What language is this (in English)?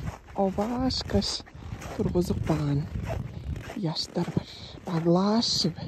Tuvinian